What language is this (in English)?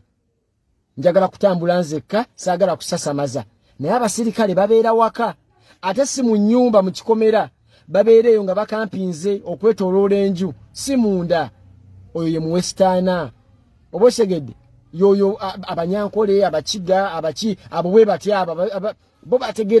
Ganda